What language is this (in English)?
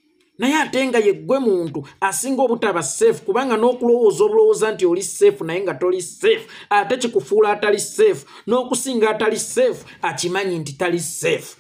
Ganda